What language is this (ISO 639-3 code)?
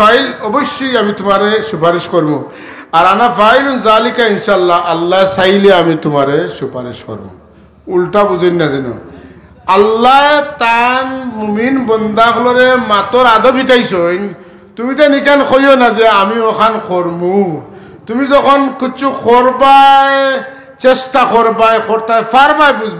syl